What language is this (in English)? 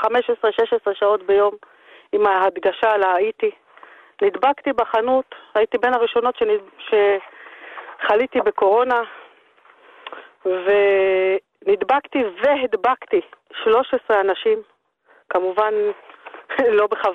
Hebrew